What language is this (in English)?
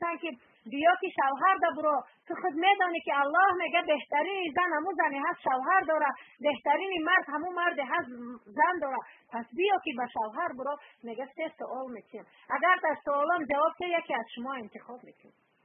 Persian